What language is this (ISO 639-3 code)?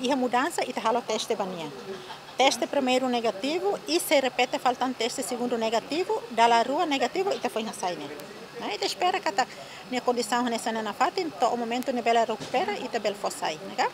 tet